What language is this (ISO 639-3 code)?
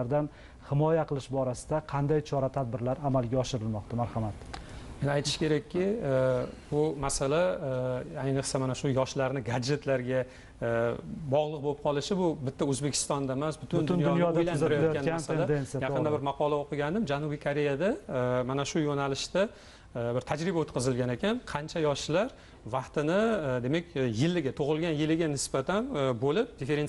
uzb